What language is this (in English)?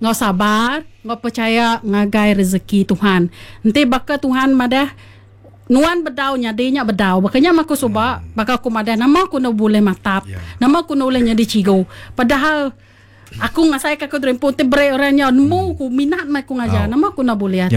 Iban